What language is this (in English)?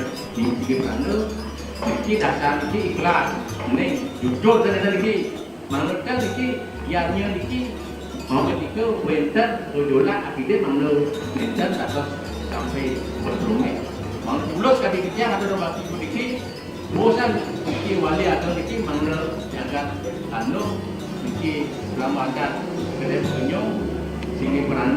Balinese